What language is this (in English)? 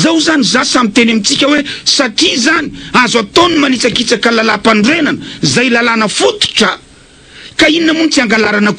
Malagasy